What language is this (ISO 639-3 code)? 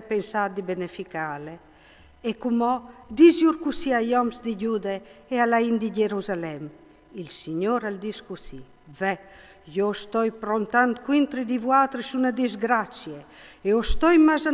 fur